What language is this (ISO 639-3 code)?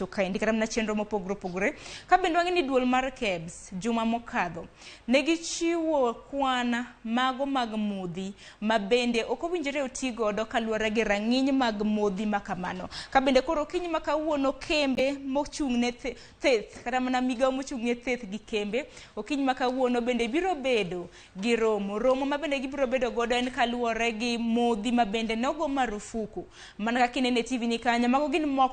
luo